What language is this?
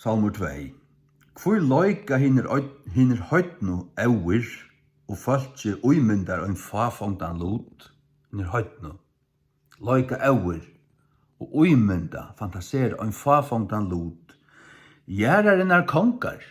Faroese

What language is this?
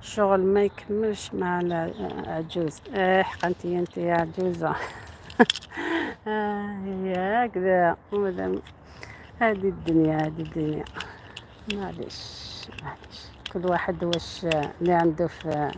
Algerian Arabic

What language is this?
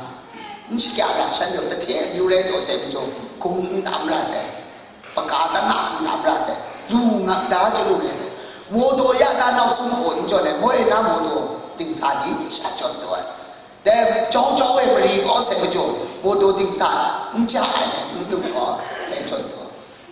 Kachin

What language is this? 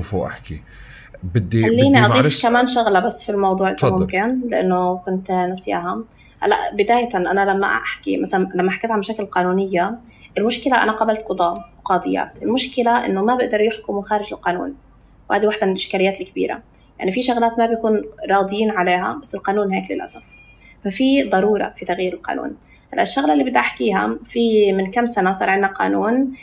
North Levantine Arabic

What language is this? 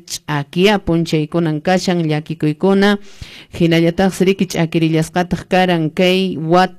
Quechua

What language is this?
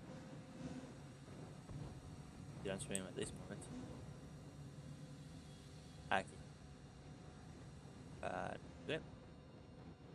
Catalan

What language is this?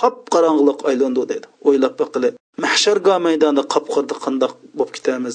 Uyghur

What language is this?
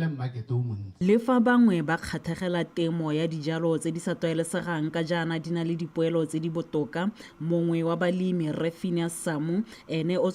Tswana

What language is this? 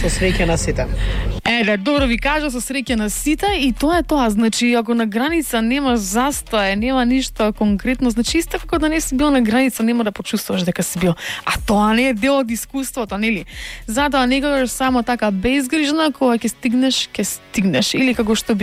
Macedonian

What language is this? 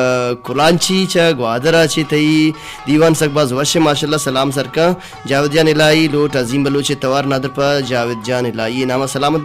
Baluchi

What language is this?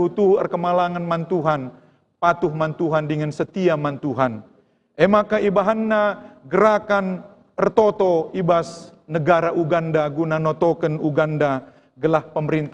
Batak Karo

